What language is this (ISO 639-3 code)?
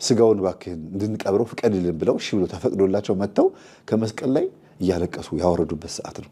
amh